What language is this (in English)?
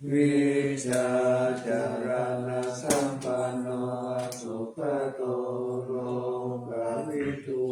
Pali